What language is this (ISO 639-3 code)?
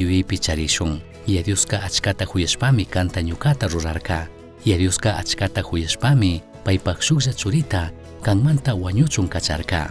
qug